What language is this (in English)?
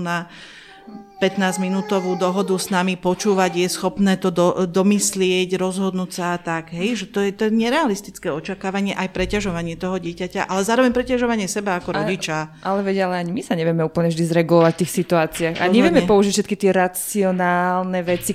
Slovak